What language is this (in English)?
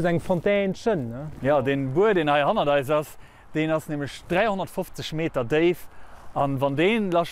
Luxembourgish